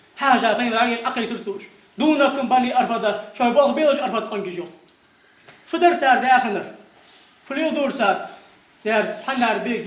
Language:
Ingush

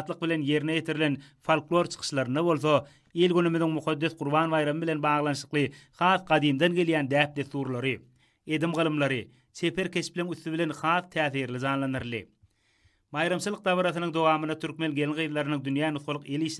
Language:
Turkmen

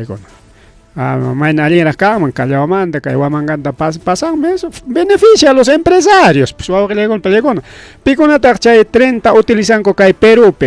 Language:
Ayacucho Quechua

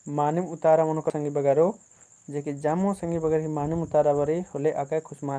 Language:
Kurukh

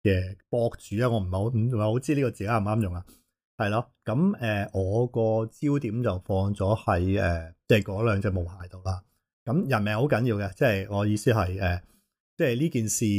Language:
Cantonese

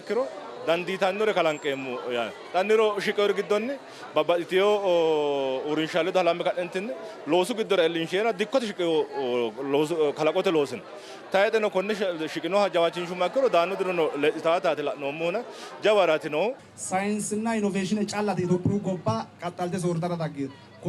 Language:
Sidamo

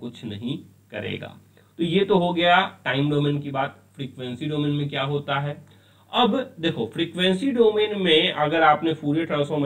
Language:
Hindi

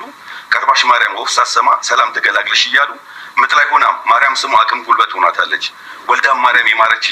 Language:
Amharic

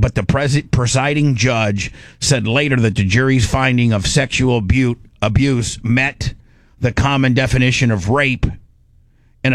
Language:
English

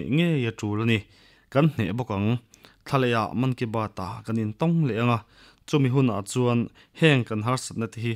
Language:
Mizo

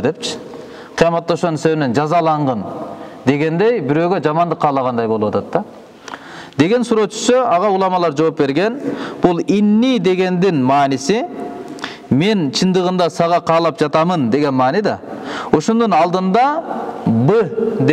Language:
Kyrgyz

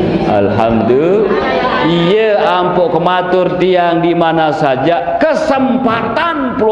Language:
Sasak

